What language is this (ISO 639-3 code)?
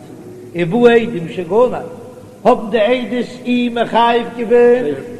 yid